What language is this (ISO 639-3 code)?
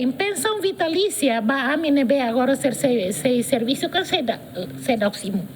tet